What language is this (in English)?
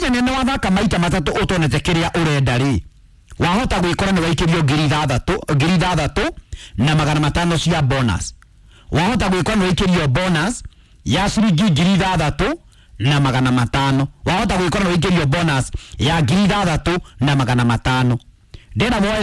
Kikuyu